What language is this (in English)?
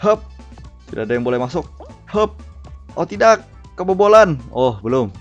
Banjar